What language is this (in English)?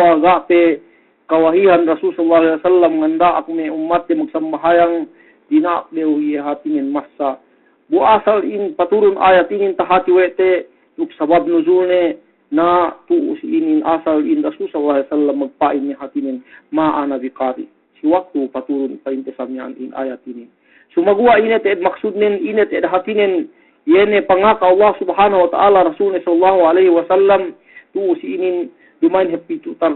Yakan